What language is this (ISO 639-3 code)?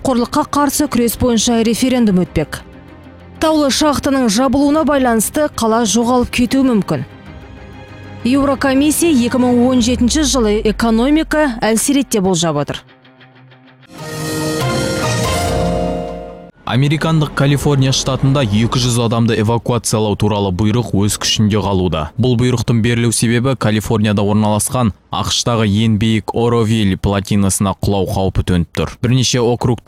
kaz